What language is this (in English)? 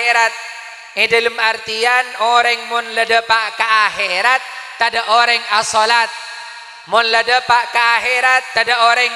Madurese